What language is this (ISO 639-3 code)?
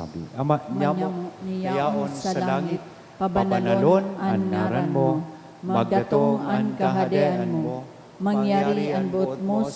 bik